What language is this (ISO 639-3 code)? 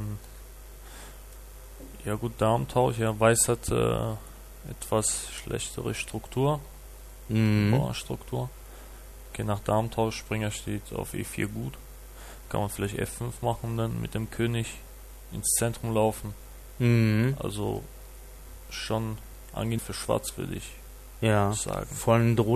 deu